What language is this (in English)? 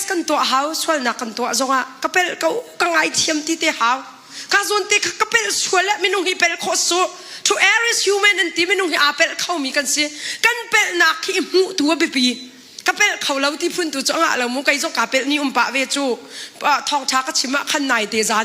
Hakha Chin